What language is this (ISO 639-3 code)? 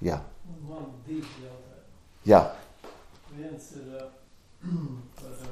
lav